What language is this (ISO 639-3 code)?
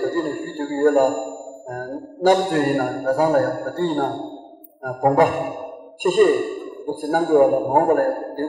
bod